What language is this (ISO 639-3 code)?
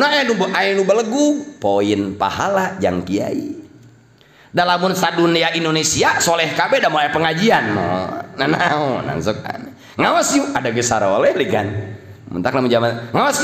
sun